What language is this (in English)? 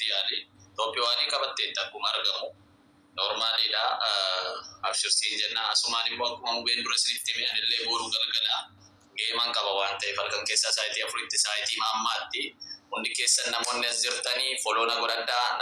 Oromo